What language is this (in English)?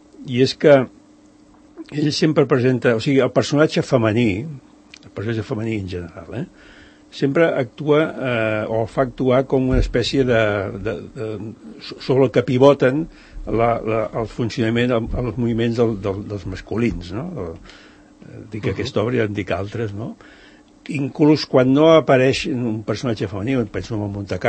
Catalan